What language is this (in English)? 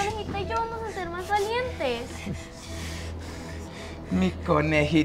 Spanish